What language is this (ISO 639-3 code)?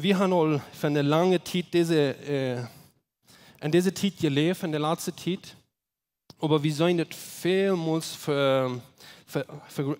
pdt